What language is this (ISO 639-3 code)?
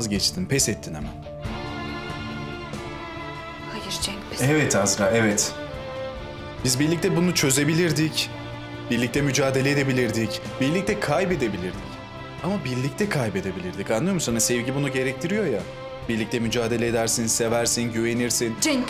tur